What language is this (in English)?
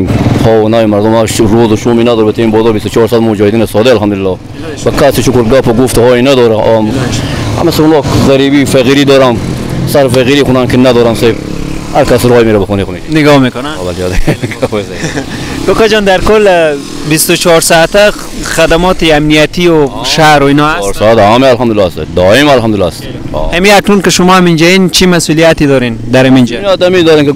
Persian